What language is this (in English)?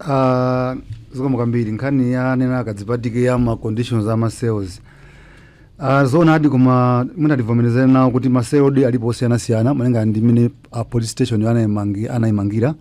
Nyanja